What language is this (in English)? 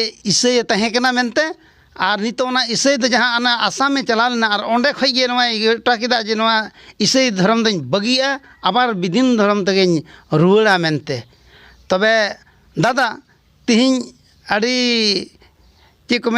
Santali